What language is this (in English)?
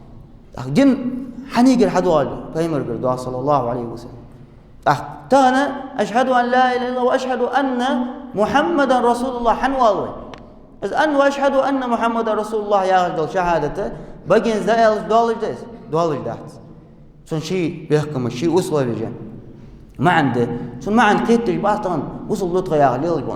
Ingush